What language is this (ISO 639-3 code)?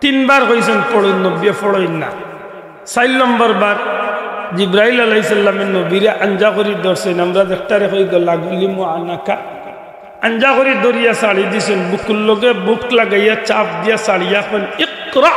syl